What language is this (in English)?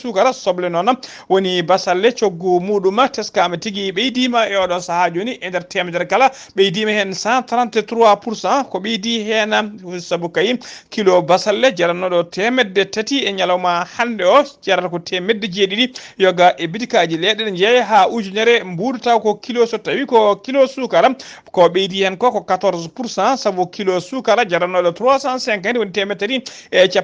Fula